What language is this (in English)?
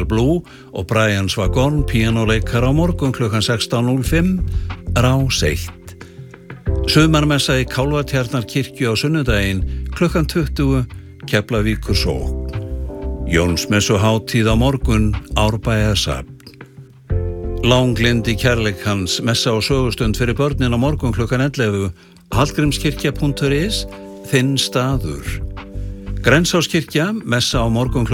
Icelandic